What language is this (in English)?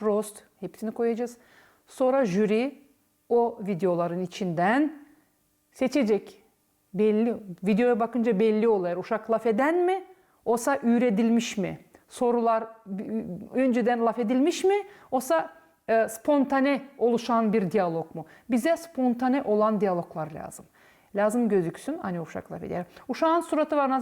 Gagauz